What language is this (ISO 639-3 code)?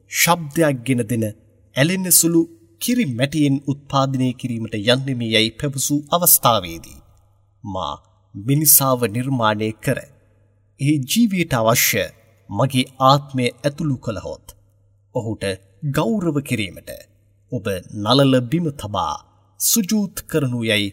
sin